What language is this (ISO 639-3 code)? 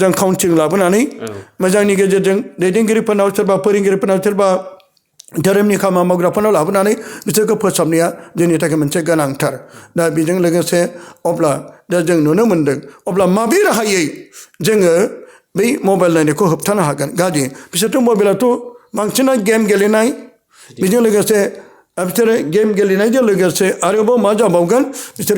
brx